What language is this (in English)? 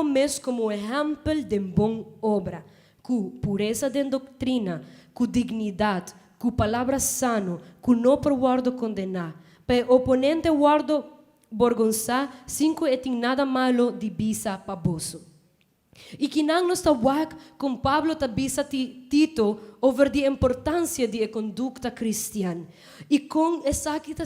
Papiamento